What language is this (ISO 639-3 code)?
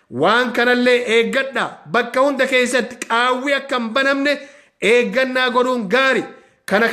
orm